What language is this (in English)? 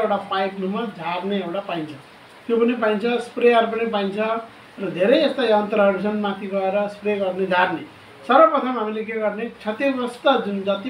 Nepali